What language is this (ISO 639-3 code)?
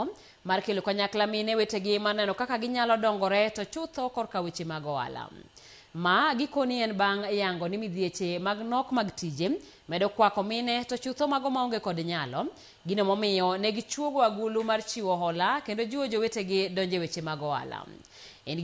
luo